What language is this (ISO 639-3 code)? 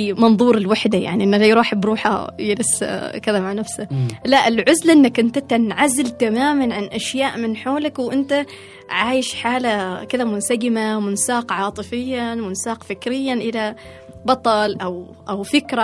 afb